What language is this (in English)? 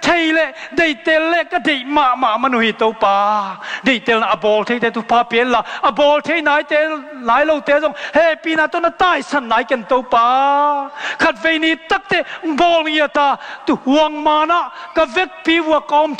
Tedim Chin